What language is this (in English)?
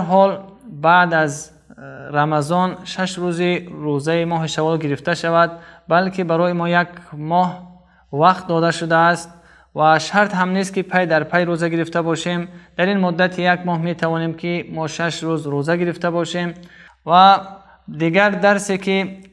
Tajik